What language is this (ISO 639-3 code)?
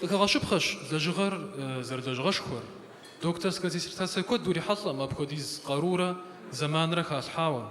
kbd